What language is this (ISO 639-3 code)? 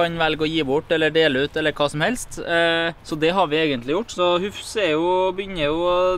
nor